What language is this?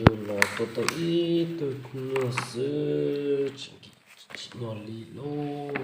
Hmong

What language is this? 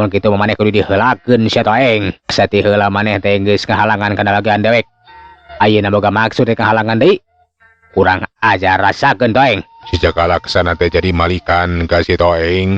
Sundanese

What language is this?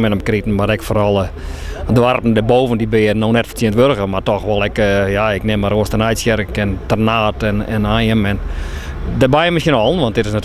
Western Frisian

